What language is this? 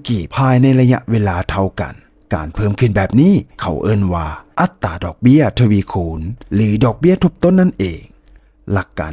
Lao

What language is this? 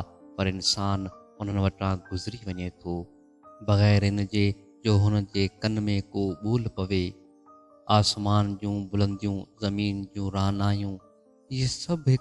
Sindhi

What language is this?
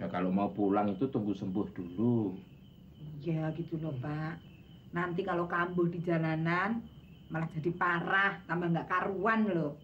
Betawi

